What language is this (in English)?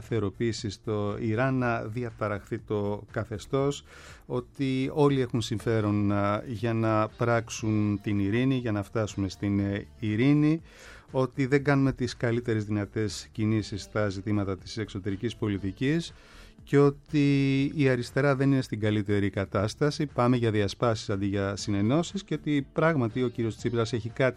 Greek